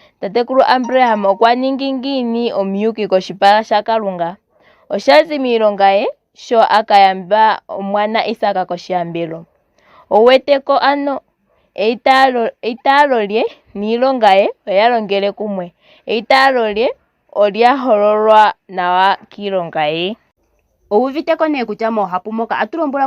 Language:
Ndonga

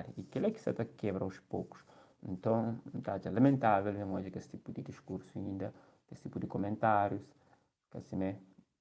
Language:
Kabuverdianu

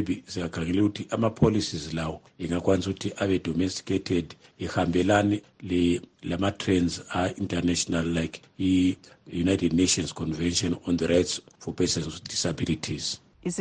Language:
North Ndebele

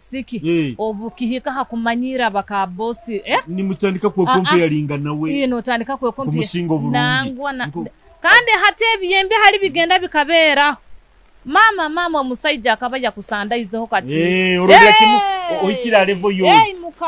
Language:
Nyoro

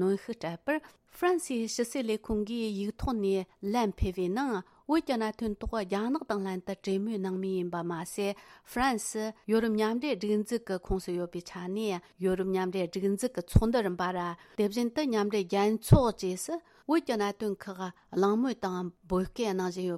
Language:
Tibetan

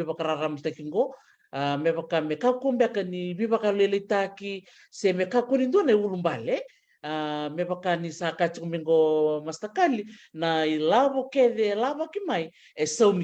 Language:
Fijian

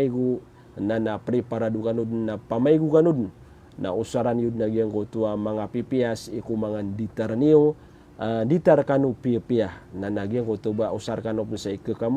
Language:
Maranao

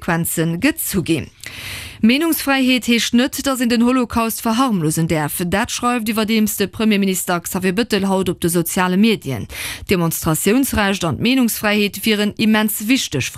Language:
Luxembourgish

